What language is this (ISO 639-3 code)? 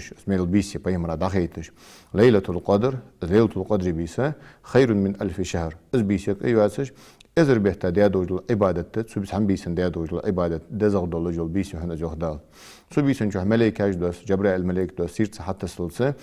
inh